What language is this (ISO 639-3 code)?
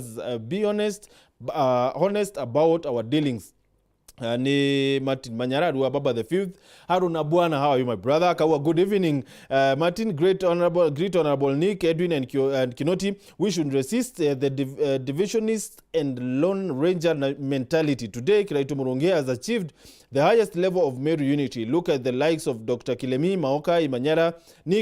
mer